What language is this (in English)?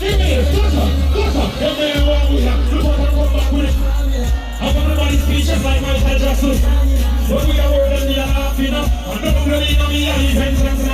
Jamaican Creole English